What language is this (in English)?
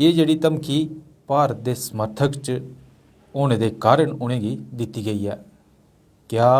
Dogri